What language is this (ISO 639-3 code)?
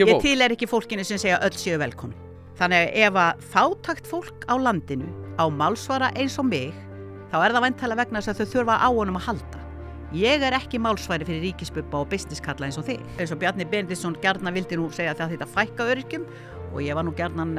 isl